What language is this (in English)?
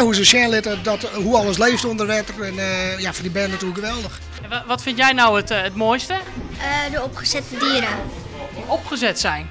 Western Frisian